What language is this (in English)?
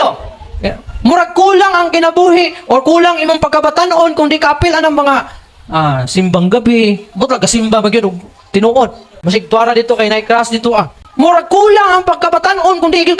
Cebuano